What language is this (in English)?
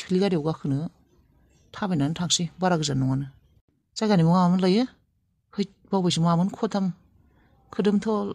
Bodo